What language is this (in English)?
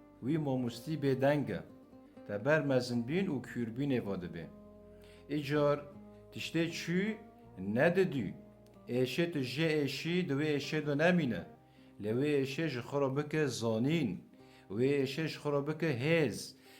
Kurdish